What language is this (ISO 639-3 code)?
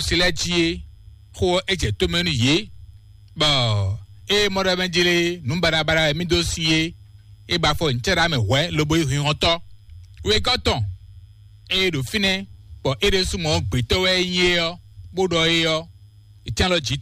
fon